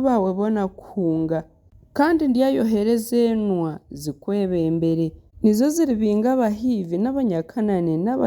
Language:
Nyankole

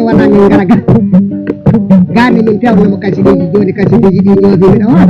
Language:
Fula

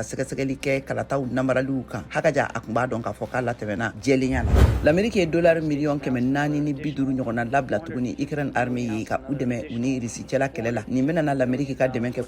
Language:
Bambara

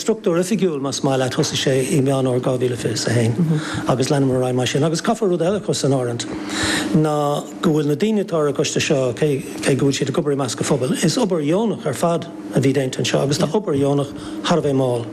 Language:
Irish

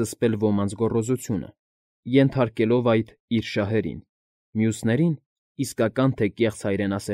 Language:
Armenian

